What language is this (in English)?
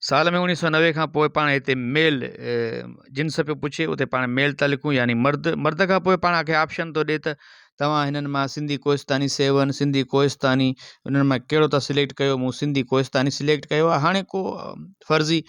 Sindhi